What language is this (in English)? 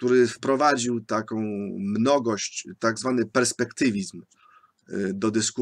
Polish